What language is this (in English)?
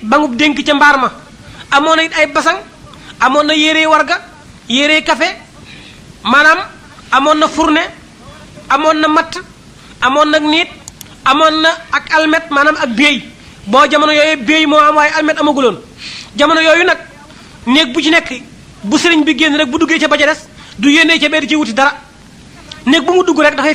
Wolof